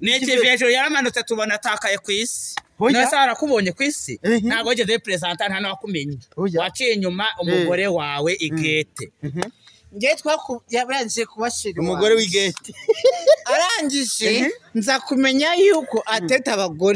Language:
Kinyarwanda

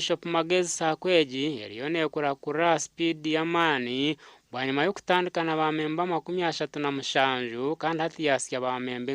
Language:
Nyankole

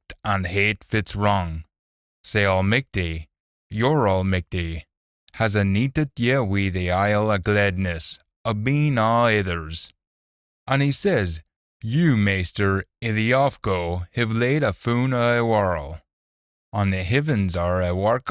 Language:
Scots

